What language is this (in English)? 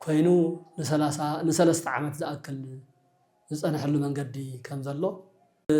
Tigrinya